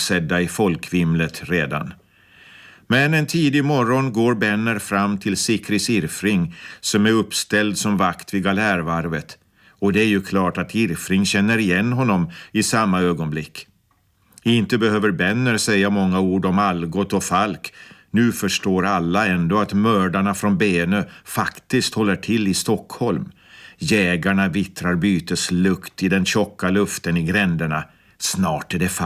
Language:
Swedish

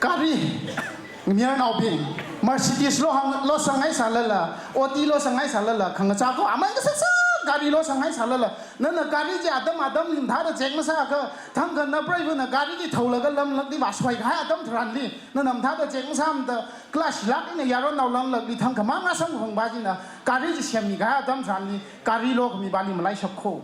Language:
Tangkhul Naga (India)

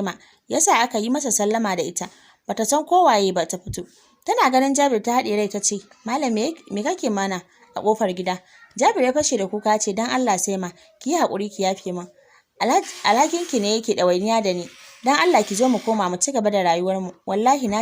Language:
Hausa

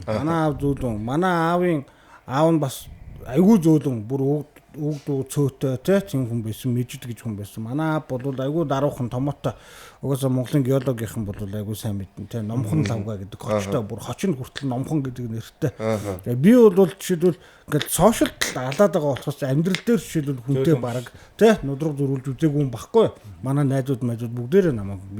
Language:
Mongolian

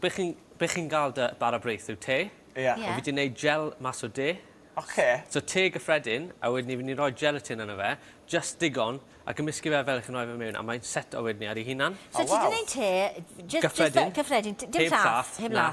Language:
Welsh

